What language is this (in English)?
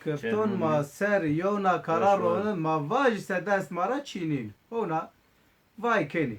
Zaza